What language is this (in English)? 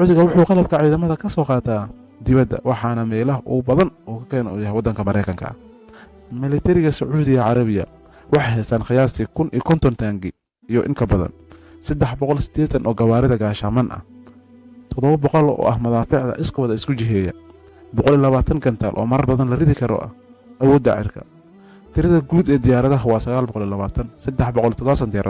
Somali